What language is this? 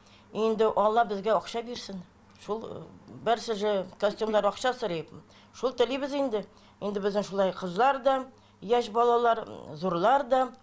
Tatar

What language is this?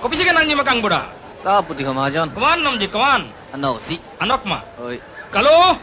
Karbi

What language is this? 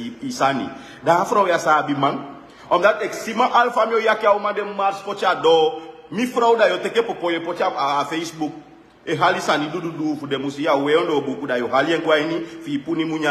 Sranan Tongo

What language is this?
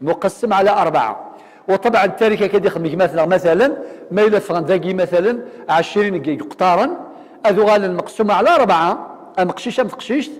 Kabyle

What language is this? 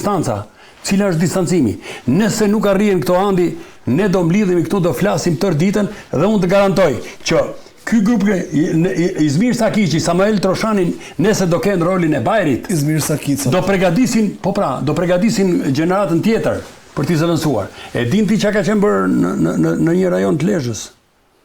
Albanian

